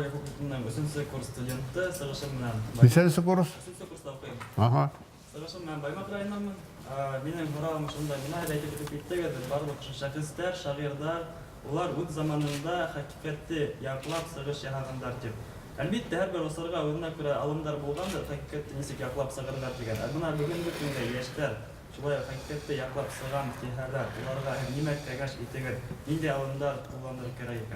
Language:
Bashkir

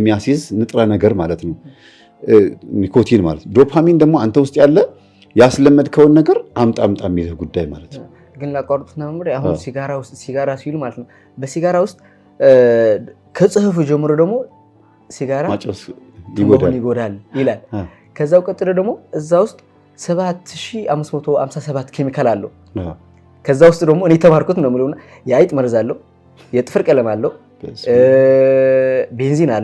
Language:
Amharic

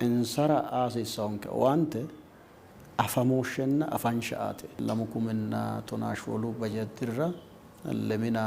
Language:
Sidamo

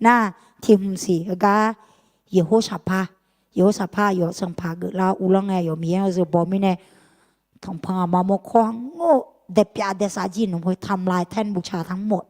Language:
Akha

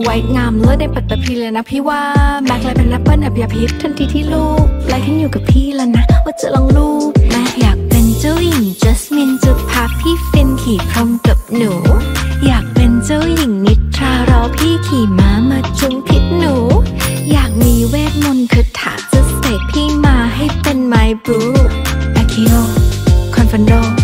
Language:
Thai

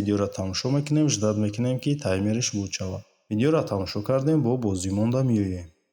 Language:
Tajik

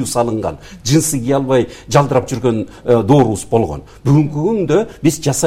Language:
Kyrgyz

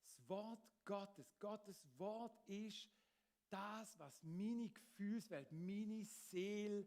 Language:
Swiss German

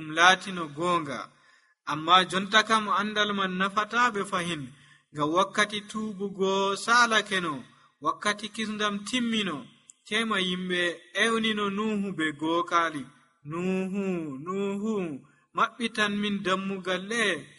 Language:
Nigerian Fulfulde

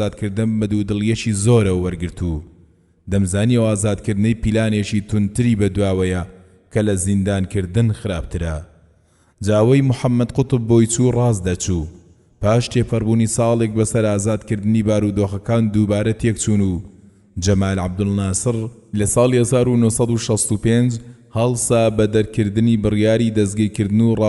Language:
Central Kurdish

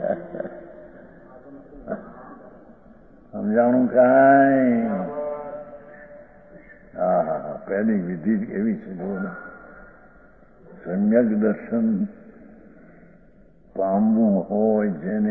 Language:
Gujarati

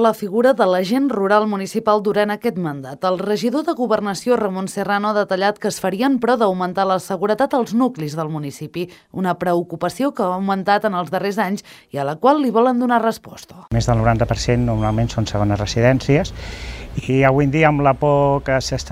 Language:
Catalan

